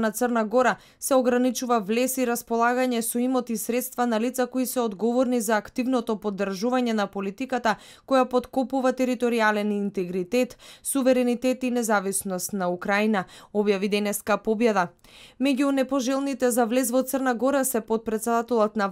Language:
Macedonian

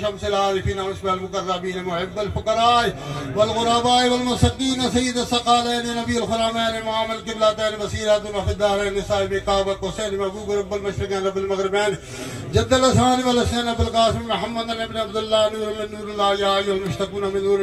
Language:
Gujari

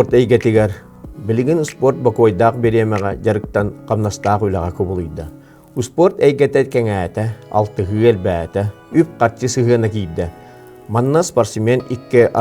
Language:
Yakut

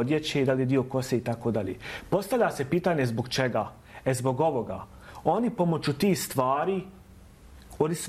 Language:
Bosnian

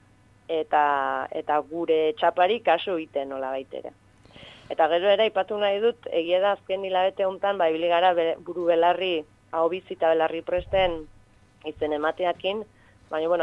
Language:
Basque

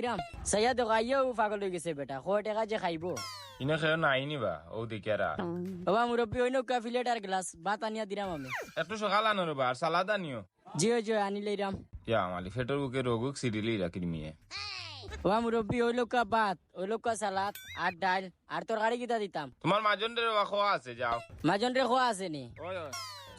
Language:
Sylheti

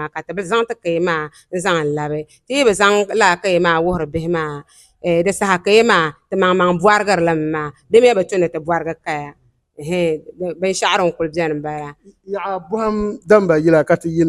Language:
Dagbani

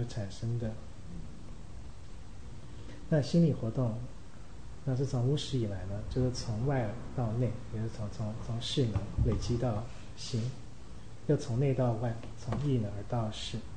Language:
Chinese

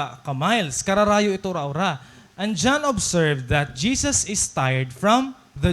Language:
Waray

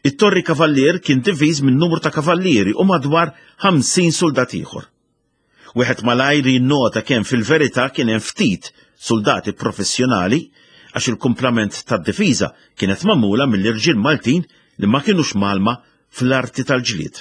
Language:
Maltese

